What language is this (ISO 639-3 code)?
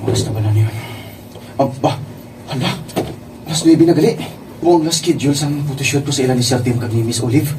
hil